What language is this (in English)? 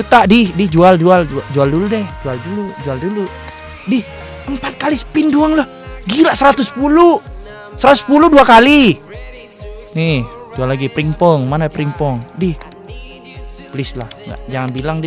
Indonesian